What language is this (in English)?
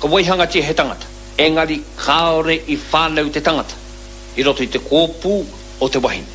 Māori